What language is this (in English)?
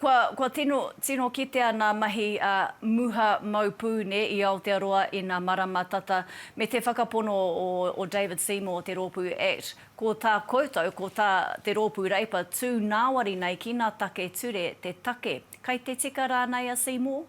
Māori